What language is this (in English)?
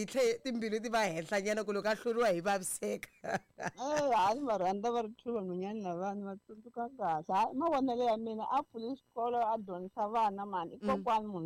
Tsonga